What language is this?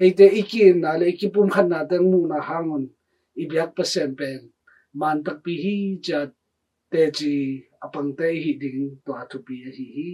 Tedim Chin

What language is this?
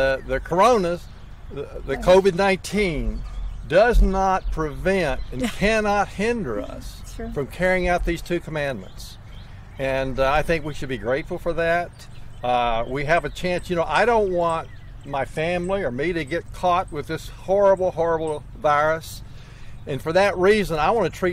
English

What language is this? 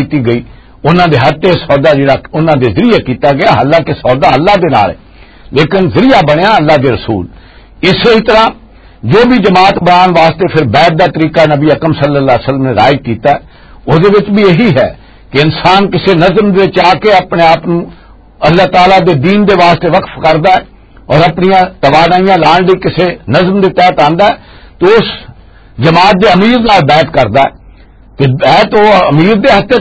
Western Panjabi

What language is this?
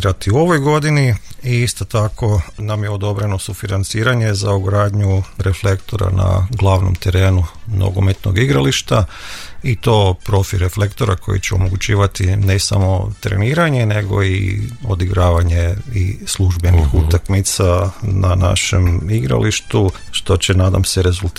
Croatian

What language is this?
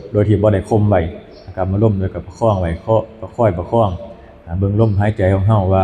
Northeastern Thai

